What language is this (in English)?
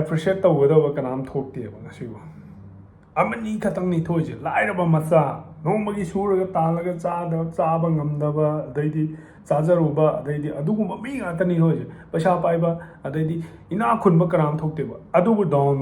Manipuri